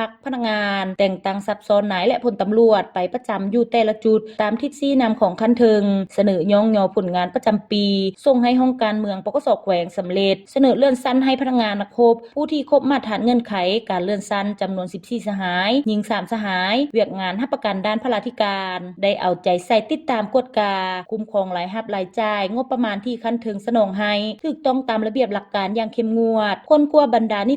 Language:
Lao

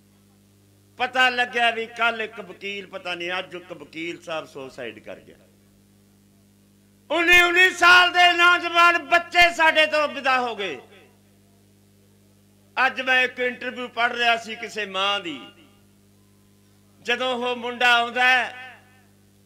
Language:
Punjabi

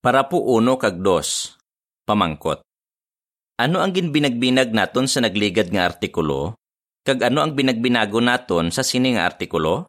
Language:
Hiligaynon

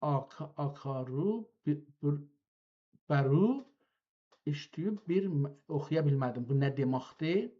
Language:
South Azerbaijani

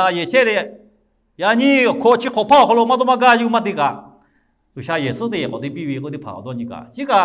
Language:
Lahu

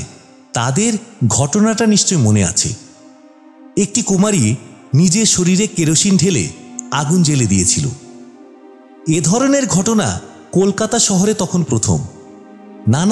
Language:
Bangla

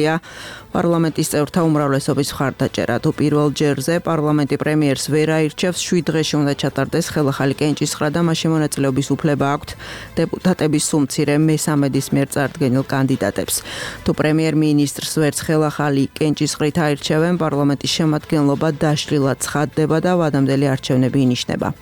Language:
Georgian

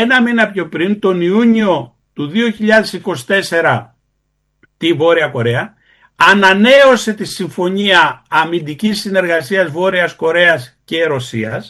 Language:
Greek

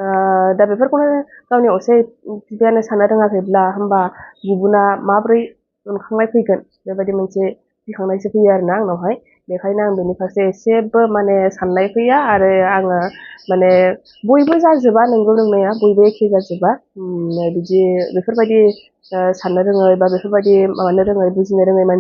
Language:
Bodo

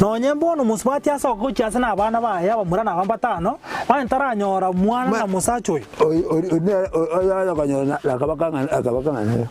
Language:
Gusii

